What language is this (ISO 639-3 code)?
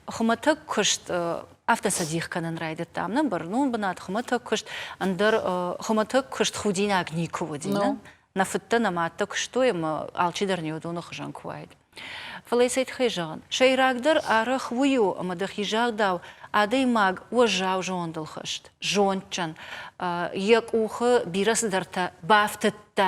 oss